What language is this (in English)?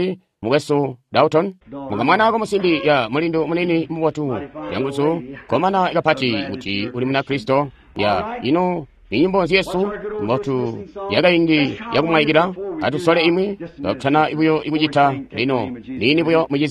Tonga (Zambia)